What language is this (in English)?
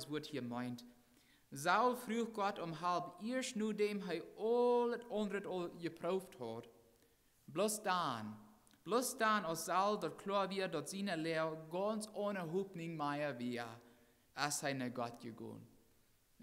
Plautdietsch